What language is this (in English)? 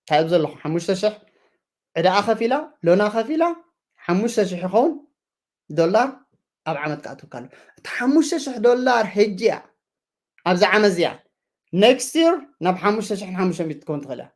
Tigrinya